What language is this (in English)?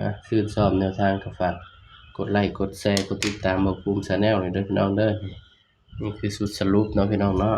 Northeastern Thai